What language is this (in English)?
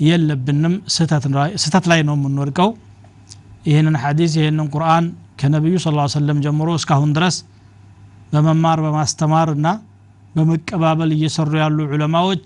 Amharic